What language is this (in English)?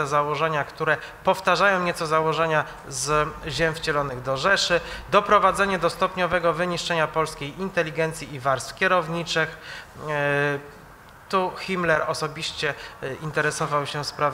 Polish